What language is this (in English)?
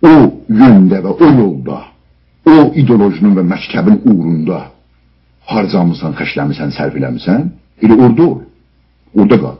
South Azerbaijani